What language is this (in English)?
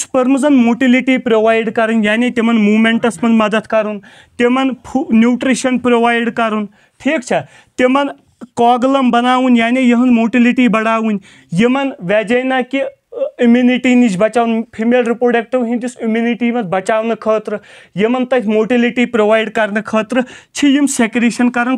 Kashmiri